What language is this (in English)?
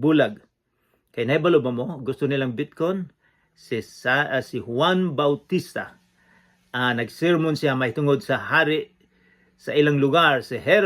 Cebuano